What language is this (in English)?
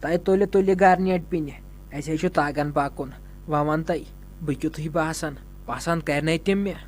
Kashmiri